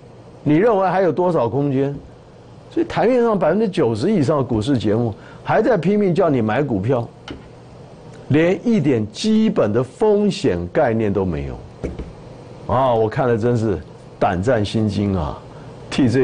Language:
Chinese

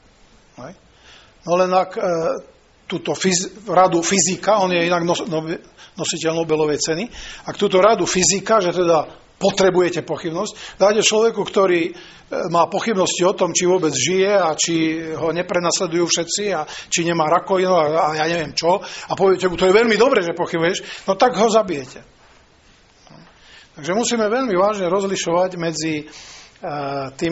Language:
Slovak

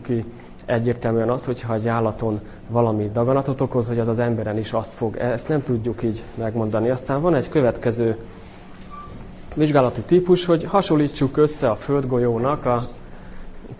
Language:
Hungarian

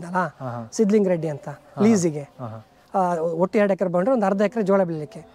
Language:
Kannada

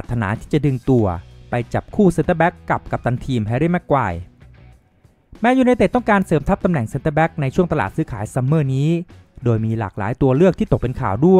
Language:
Thai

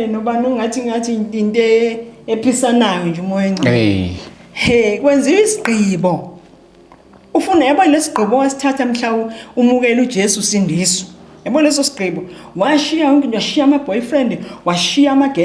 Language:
Zulu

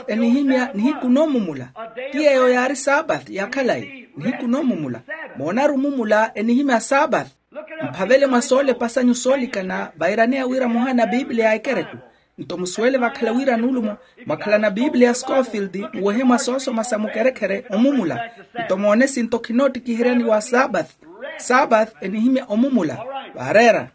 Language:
Makhuwa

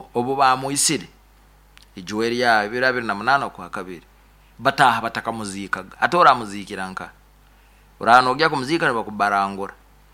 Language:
Nyoro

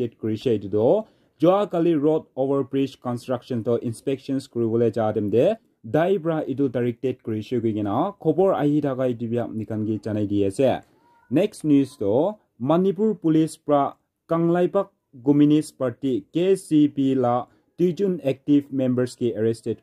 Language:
Naga Pidgin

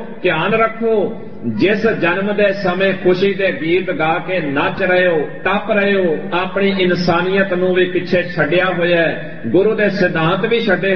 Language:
Punjabi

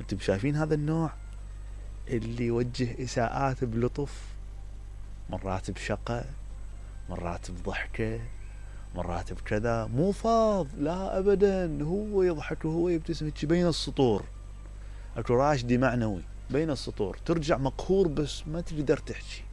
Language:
Mesopotamian Arabic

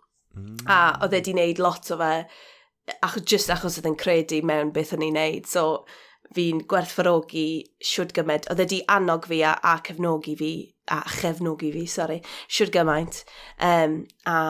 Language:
Welsh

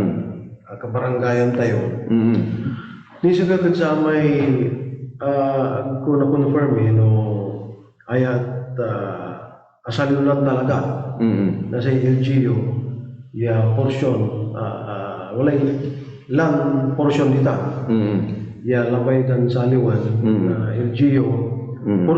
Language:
Pangasinan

